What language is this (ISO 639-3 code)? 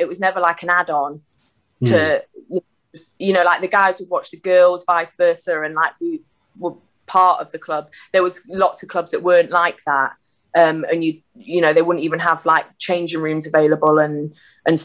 eng